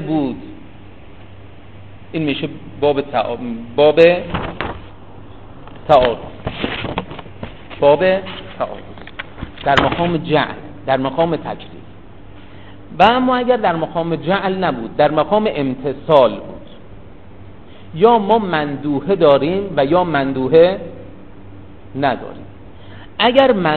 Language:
Persian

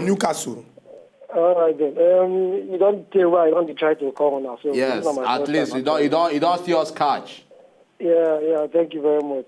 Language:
Nigerian Pidgin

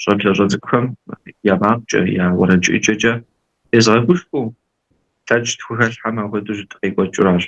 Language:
Kabardian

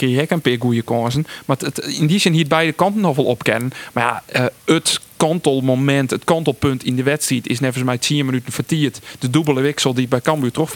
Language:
Western Frisian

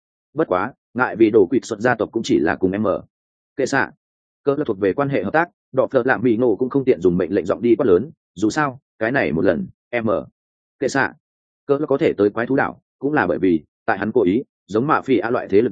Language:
Vietnamese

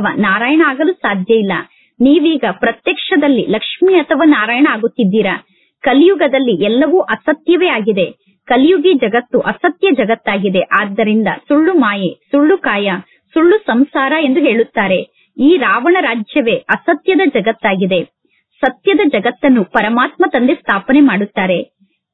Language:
Kannada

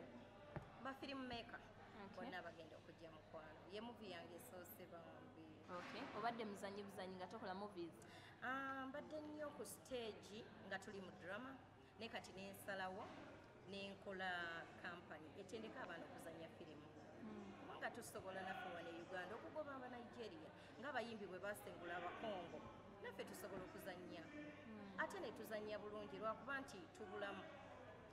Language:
Ganda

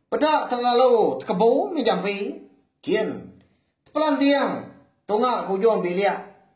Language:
Iban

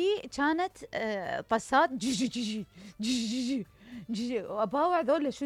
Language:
Mesopotamian Arabic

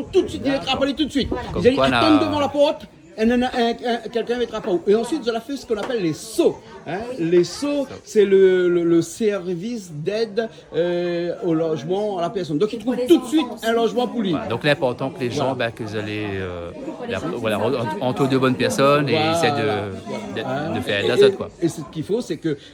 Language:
Réunion Creole French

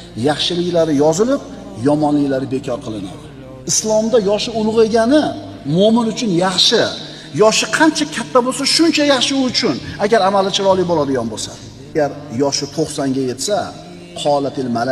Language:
Uzbek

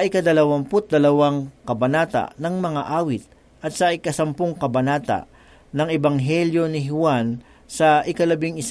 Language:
Filipino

